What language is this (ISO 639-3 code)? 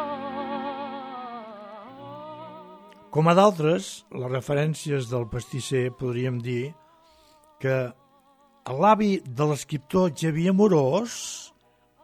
cat